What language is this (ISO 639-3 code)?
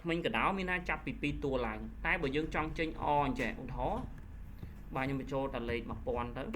khm